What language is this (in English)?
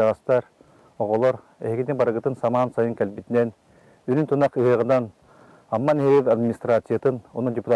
Yakut